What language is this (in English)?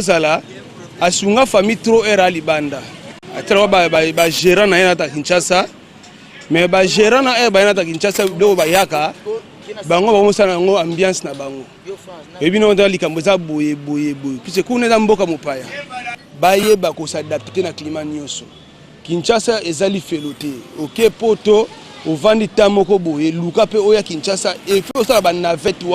Lingala